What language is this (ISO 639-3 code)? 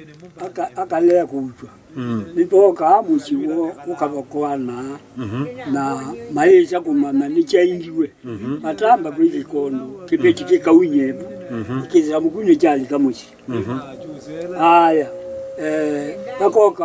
kam